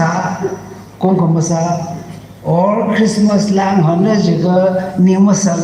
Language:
Tangkhul Naga (India)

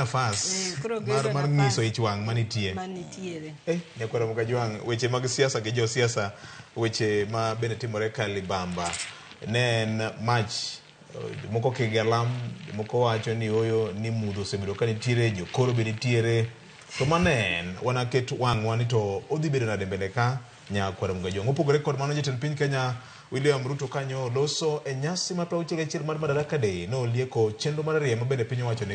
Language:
Luo (Kenya and Tanzania)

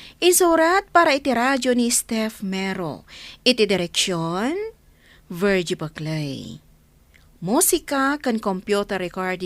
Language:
Iloko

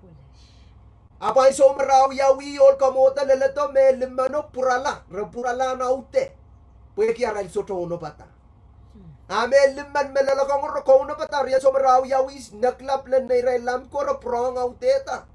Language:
Pohnpeian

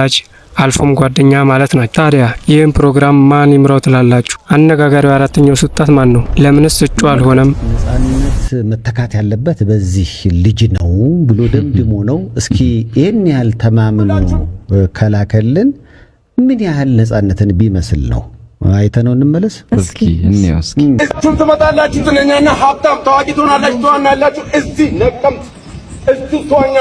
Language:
Amharic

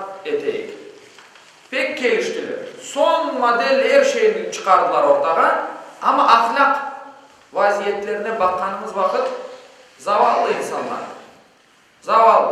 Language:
Crimean Tatar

